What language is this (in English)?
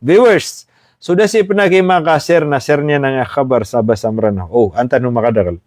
Maranao